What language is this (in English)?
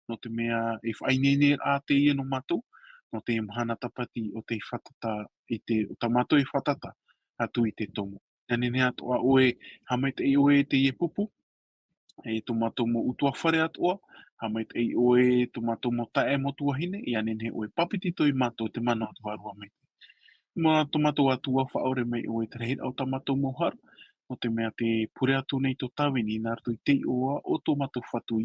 Tahitian